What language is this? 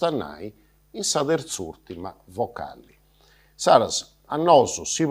Sardinian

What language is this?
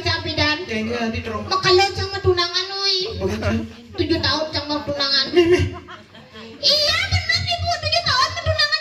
Balinese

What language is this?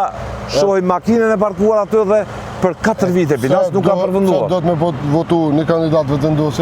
Albanian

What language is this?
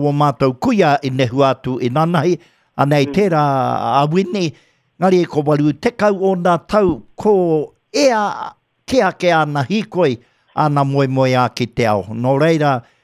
Māori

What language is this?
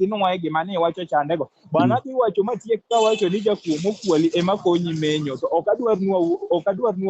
Luo (Kenya and Tanzania)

